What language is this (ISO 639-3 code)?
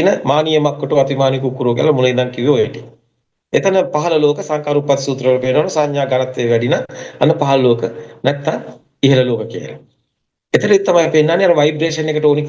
sin